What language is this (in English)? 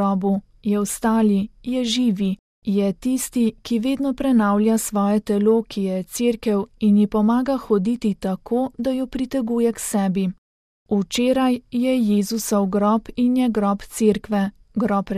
Slovenian